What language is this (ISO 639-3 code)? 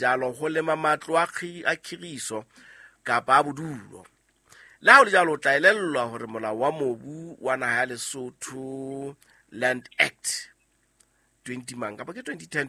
sot